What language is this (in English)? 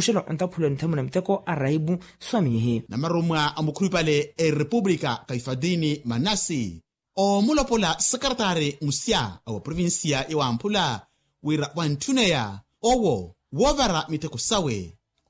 Makhuwa